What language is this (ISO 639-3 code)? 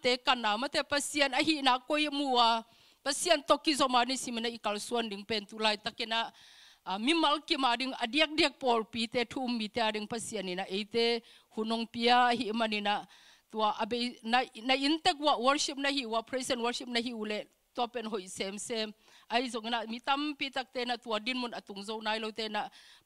ctd